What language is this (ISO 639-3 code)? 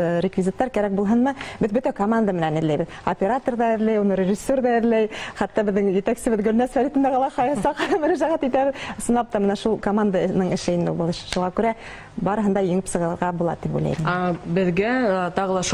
bak